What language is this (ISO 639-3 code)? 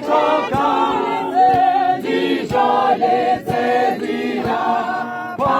tsn